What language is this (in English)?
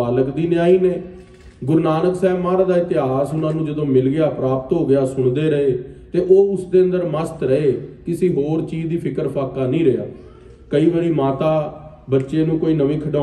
Punjabi